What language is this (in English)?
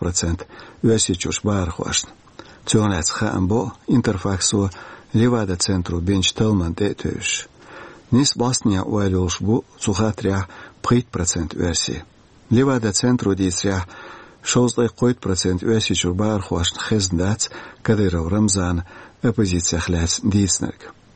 Chechen